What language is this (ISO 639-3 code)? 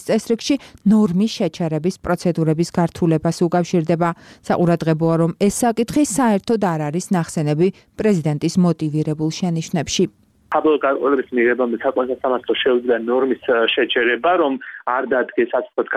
kat